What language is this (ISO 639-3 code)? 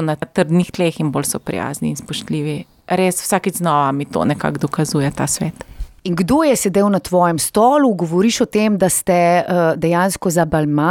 slv